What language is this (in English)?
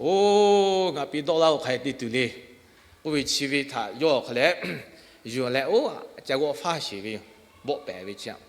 Lahu